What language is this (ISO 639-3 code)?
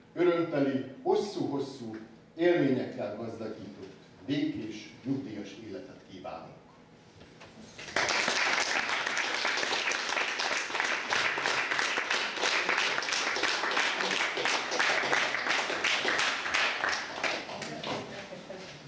hun